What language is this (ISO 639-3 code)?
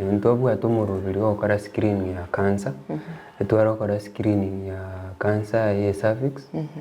guz